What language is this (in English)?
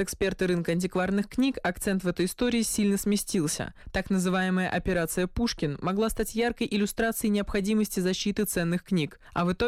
Russian